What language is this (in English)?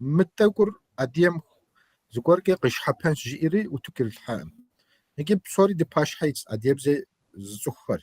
Kabardian